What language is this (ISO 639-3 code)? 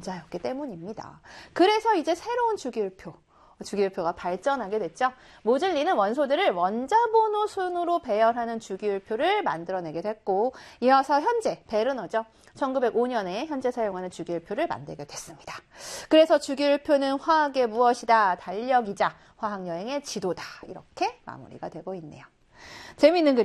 kor